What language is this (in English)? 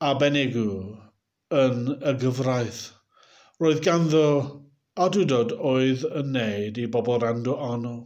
Welsh